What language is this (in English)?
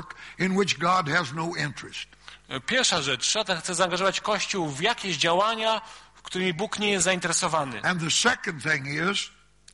Polish